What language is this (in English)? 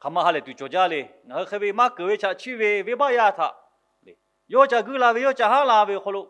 Lahu